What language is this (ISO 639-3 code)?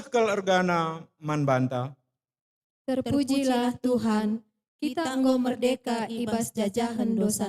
btx